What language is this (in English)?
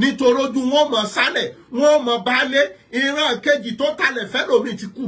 Yoruba